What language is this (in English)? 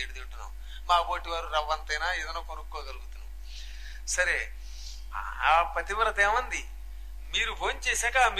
Telugu